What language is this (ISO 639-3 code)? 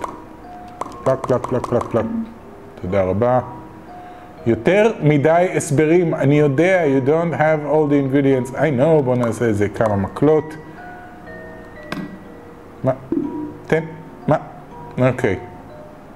heb